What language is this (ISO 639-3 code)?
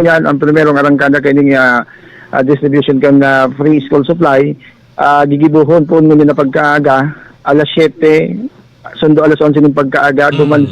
bik